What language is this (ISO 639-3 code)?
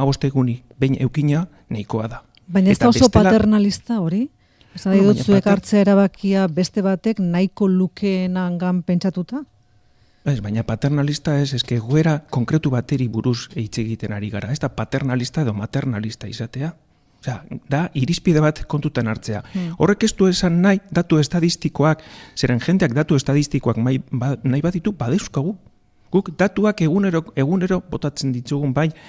eus